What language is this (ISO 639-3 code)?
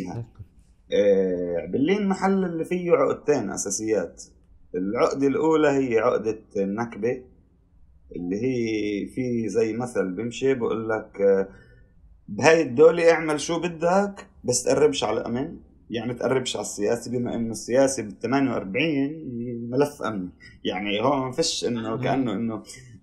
apc